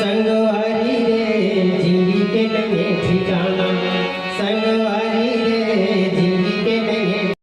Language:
Chhattisgarhi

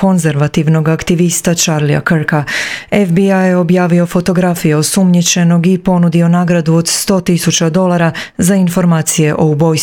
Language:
Croatian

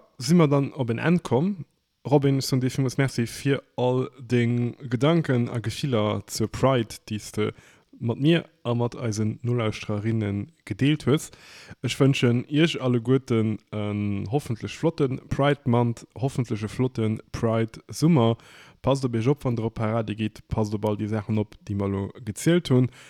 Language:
Luxembourgish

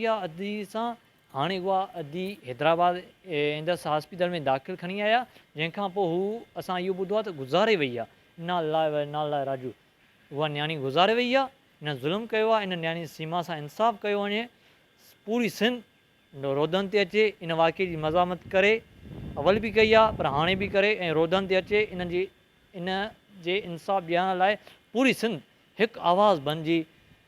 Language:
Sindhi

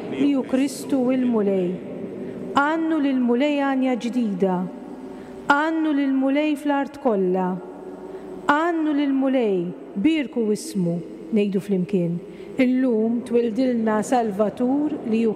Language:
Maltese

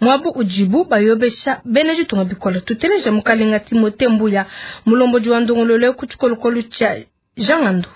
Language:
Luba-Lulua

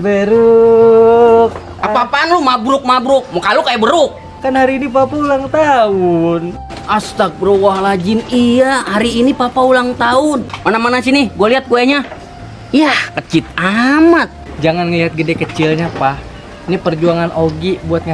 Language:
Betawi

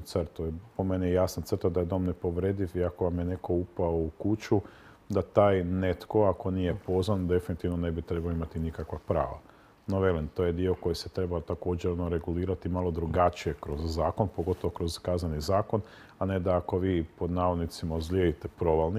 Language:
Croatian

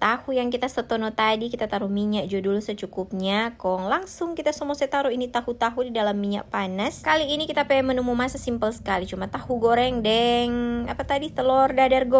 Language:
Manado Malay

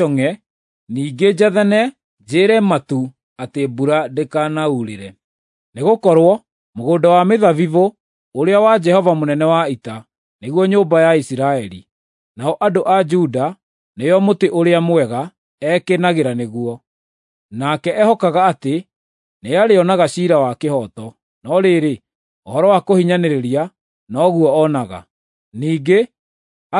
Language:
Kikuyu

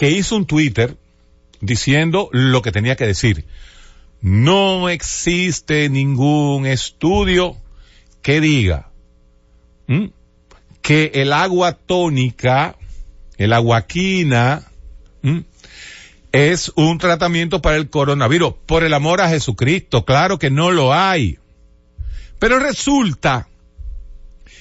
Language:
Spanish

